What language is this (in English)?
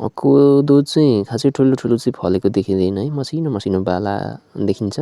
Nepali